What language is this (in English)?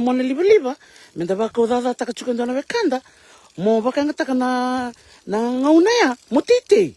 Fijian